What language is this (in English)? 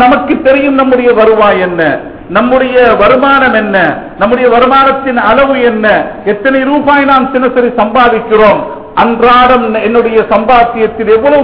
Tamil